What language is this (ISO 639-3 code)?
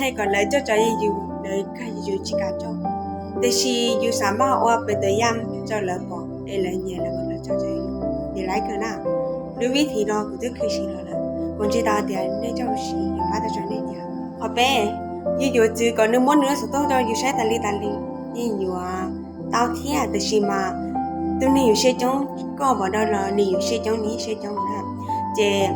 hmn